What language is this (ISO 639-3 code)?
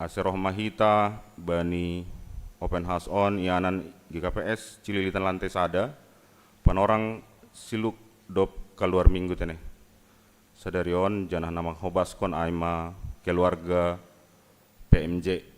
bts